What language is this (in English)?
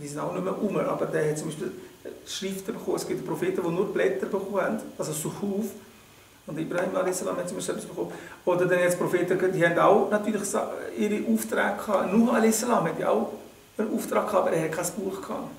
Swiss German